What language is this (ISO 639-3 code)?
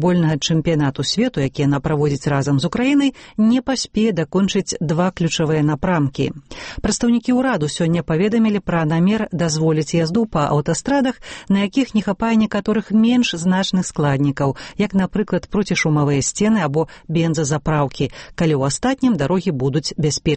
bel